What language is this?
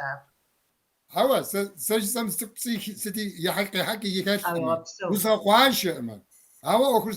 Kabardian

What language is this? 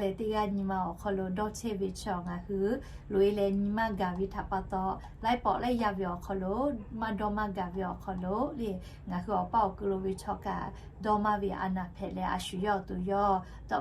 Lahu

